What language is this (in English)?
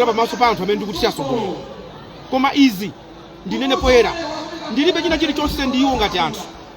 Nyanja